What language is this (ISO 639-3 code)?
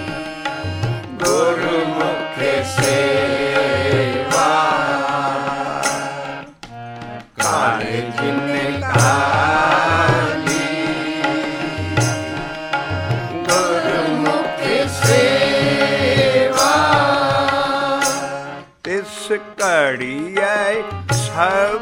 pan